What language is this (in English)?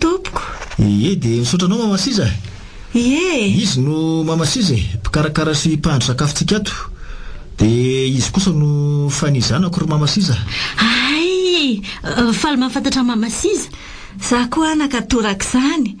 Malagasy